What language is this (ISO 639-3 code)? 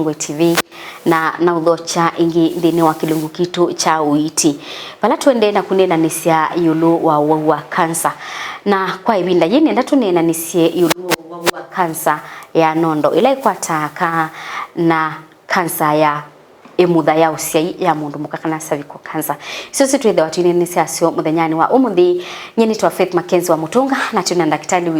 kam